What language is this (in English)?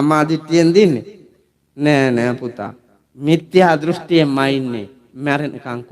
Sinhala